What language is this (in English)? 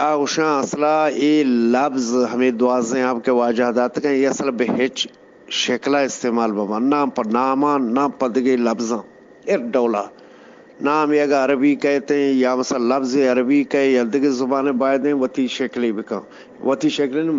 Eastern Balochi